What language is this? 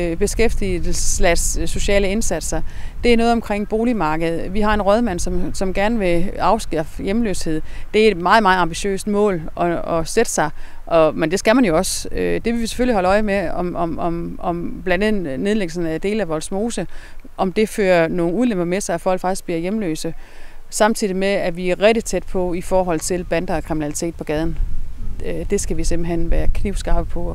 Danish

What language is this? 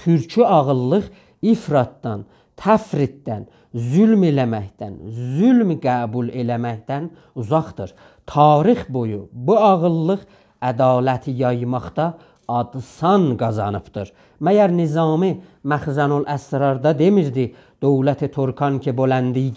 South Azerbaijani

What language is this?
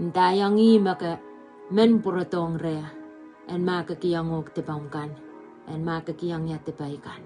Pohnpeian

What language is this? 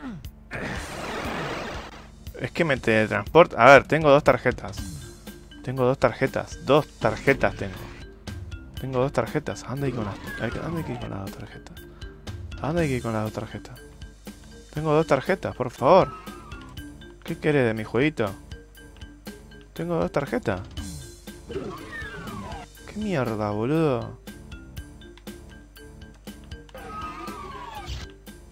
Spanish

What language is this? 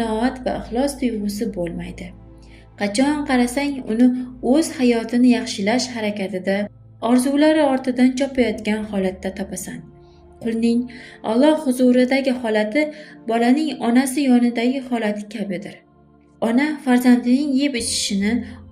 Uzbek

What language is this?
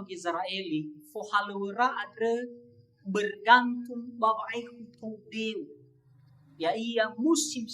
Nias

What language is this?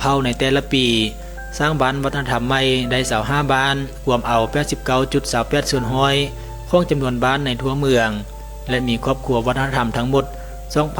Lao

